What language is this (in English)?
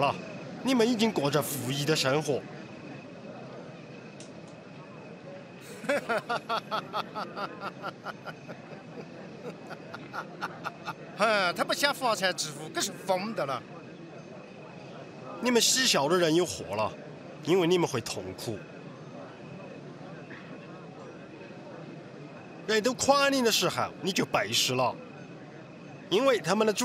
Chinese